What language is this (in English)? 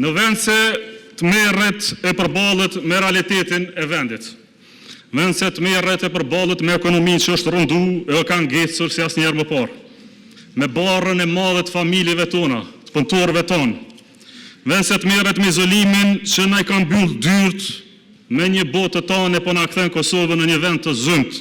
Albanian